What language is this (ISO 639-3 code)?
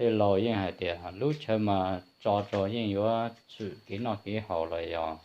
hmn